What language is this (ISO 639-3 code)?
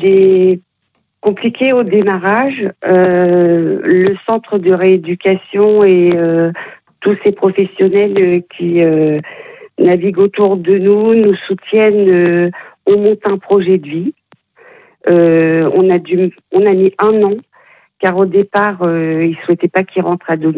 fra